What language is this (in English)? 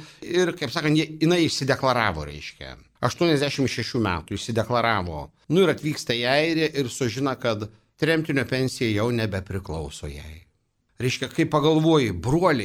Lithuanian